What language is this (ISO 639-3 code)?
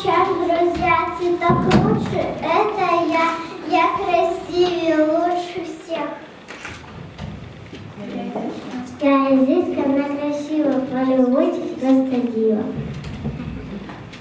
rus